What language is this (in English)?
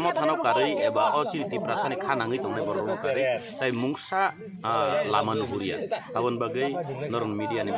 Kok Borok